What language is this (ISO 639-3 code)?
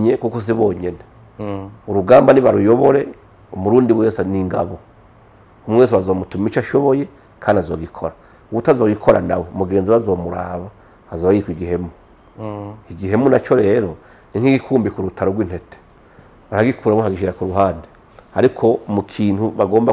run